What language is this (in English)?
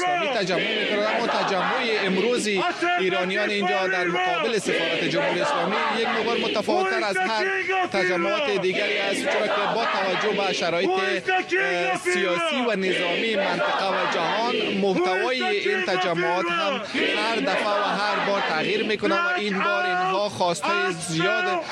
Persian